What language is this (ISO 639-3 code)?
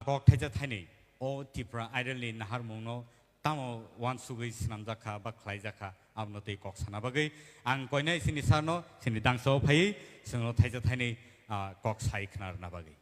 trp